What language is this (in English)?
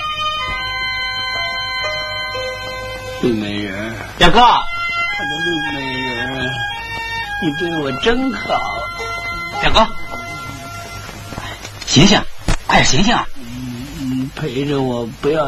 Chinese